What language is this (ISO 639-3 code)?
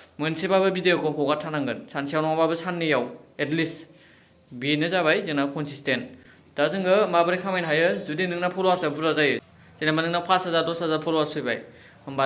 brx